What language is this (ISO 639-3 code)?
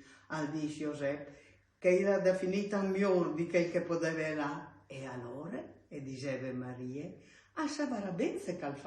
fur